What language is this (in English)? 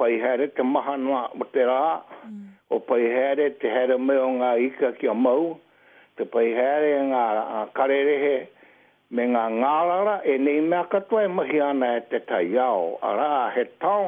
Māori